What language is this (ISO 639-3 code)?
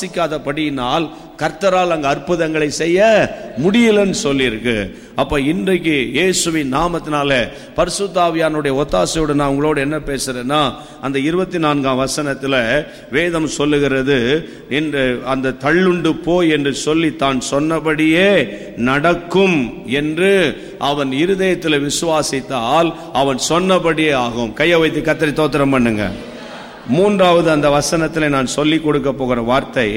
tam